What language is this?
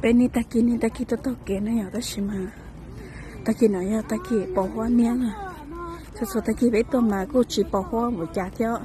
Hmong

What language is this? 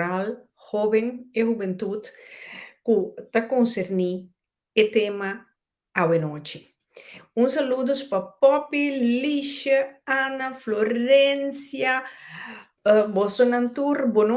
Papiamento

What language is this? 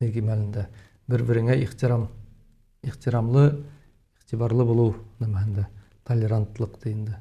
Bashkir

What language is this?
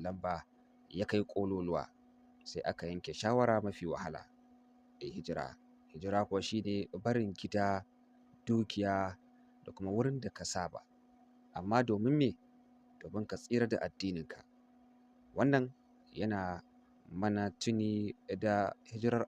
Hausa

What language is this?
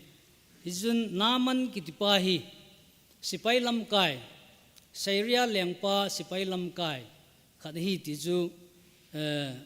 Thado Chin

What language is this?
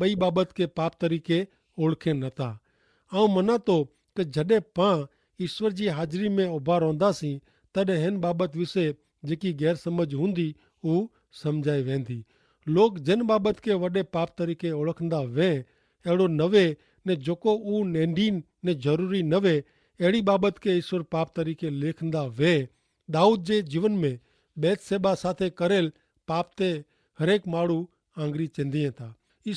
Kachhi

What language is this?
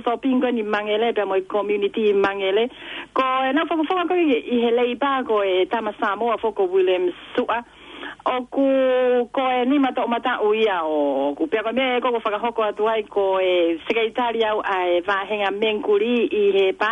Tongan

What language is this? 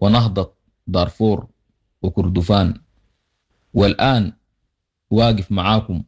Sudanese Arabic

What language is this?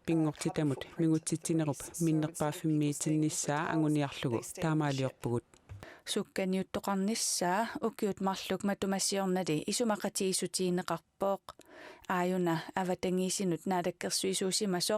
Kalaallisut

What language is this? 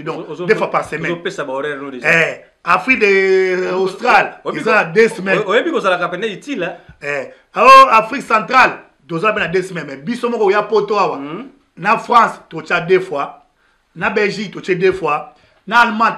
Lingala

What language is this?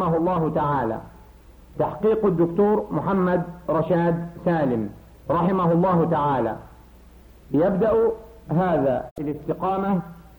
Arabic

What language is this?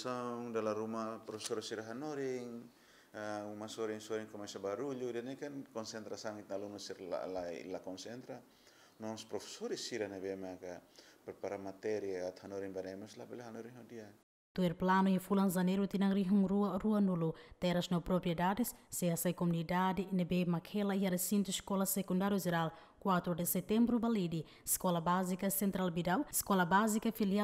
Tetum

